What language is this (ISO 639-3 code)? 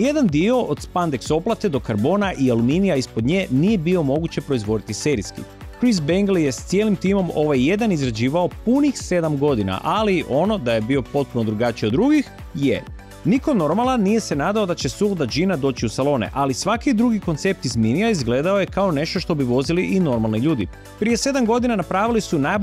hrv